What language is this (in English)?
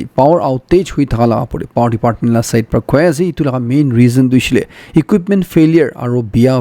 Naga Pidgin